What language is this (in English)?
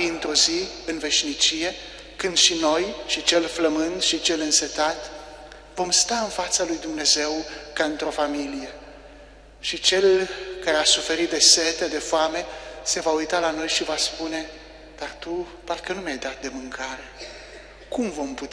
Romanian